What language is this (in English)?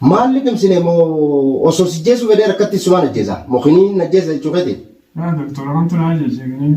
Oromo